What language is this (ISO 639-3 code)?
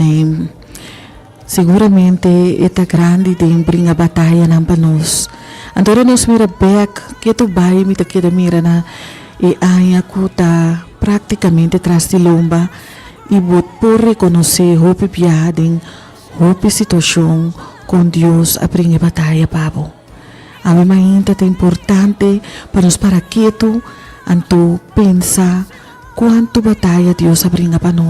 pap